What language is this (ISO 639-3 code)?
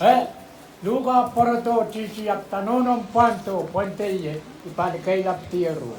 pon